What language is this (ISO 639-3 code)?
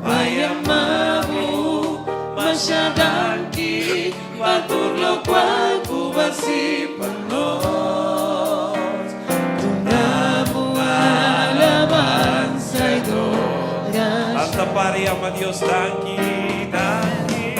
pap